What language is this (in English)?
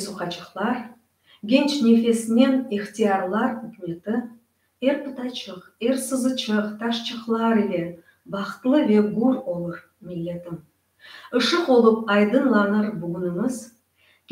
Crimean Tatar